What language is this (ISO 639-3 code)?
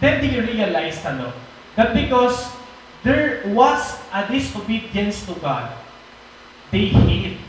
war